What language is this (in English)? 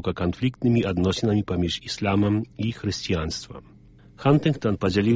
Belarusian